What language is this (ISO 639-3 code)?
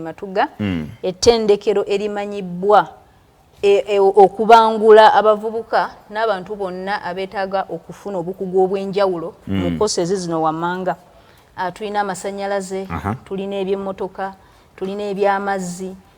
lug